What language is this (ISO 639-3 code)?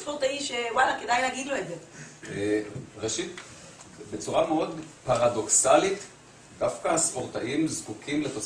heb